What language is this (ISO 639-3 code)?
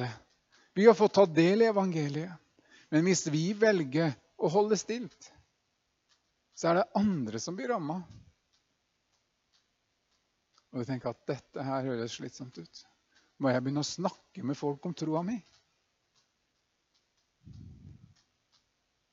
nor